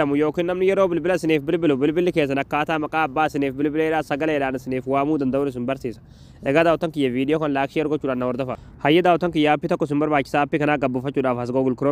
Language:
Oromo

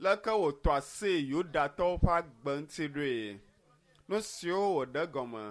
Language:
Ewe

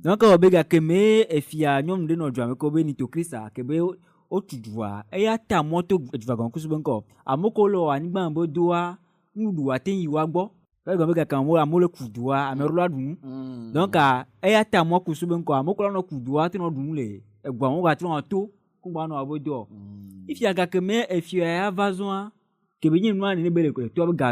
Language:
Ewe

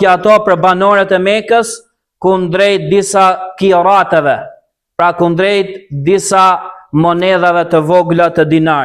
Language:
Albanian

